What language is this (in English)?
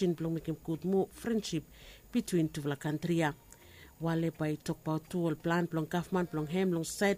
Bislama